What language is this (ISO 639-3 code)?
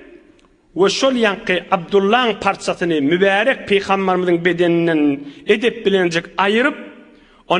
tuk